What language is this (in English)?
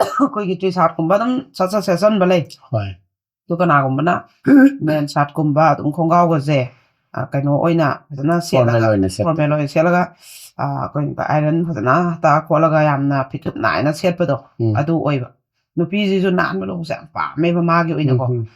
Manipuri